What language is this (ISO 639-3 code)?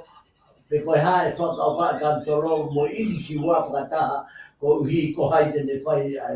ton